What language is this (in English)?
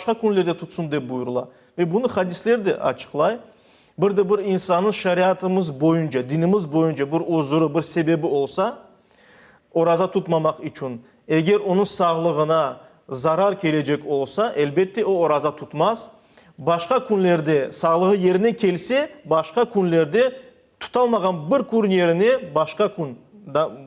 Crimean Tatar